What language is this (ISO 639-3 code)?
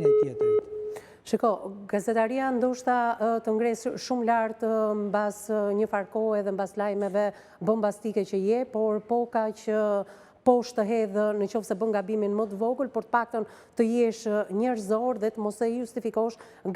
sqi